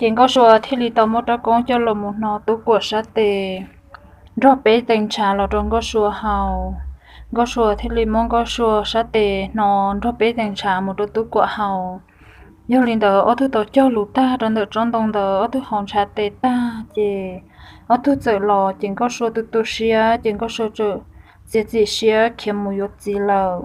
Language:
Hmong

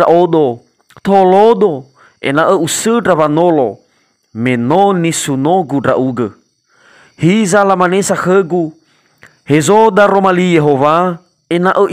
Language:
Nias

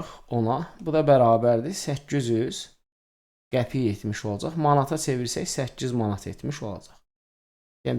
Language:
Azerbaijani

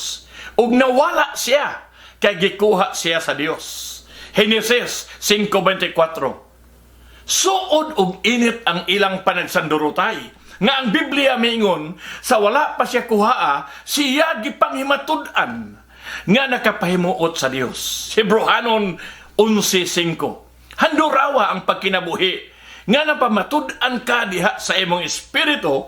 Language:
Cebuano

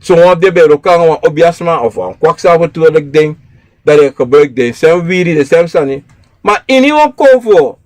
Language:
Sranan Tongo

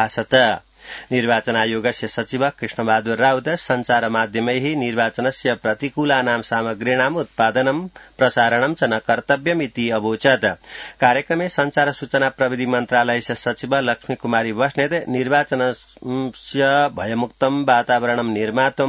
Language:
Sanskrit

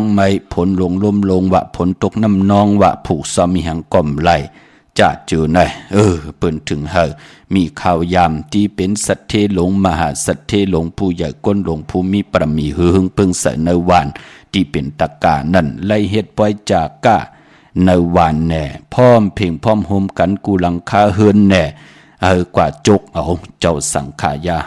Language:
Shan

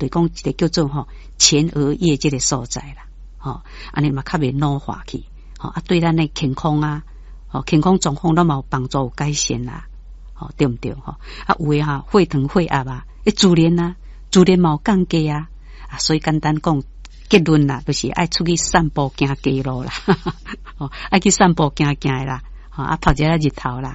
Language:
Min Nan Chinese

